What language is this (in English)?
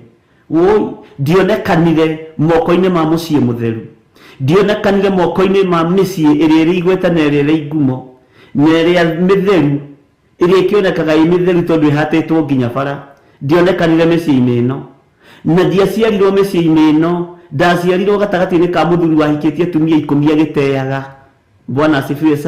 Kikuyu